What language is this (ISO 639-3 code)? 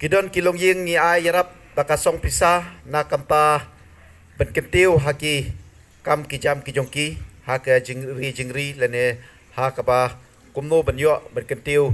kha